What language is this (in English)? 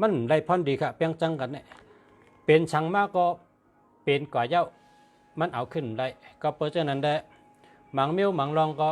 Shan